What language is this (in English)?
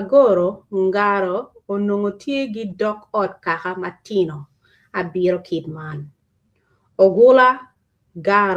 Acoli